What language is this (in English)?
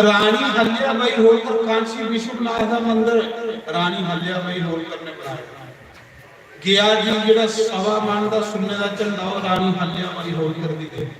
Dogri